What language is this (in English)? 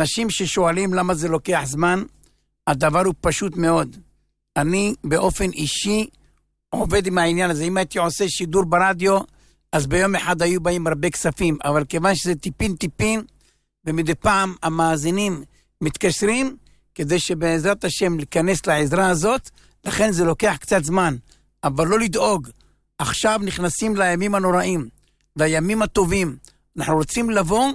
Hebrew